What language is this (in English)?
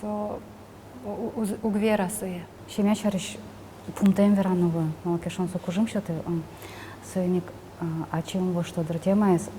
Udmurt